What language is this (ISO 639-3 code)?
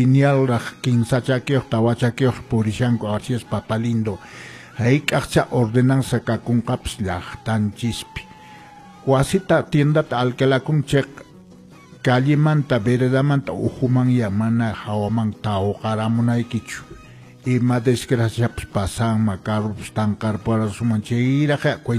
que